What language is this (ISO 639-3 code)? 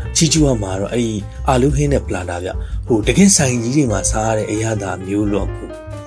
mya